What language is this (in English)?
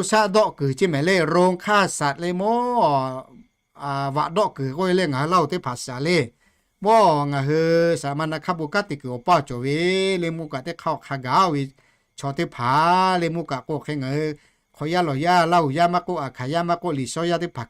Lahu